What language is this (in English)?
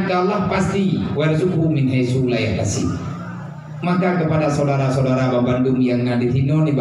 Achinese